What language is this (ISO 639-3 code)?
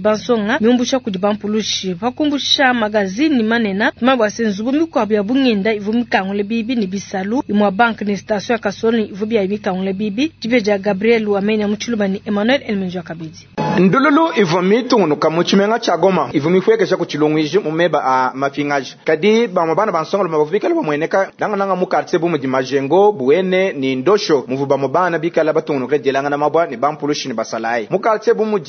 lua